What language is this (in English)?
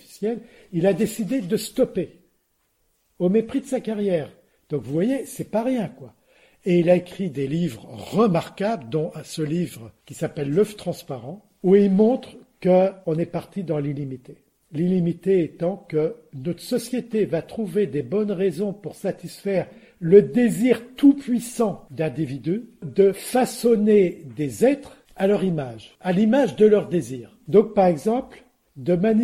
French